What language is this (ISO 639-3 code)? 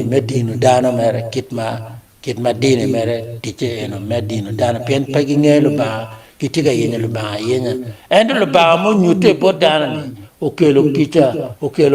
ach